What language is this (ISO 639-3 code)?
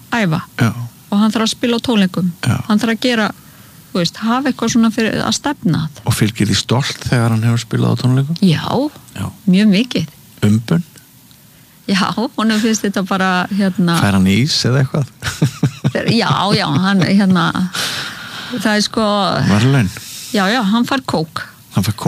isl